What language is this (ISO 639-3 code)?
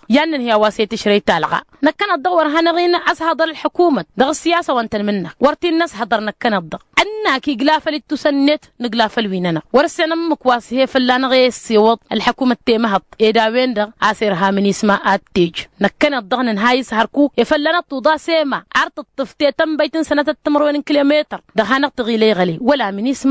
taq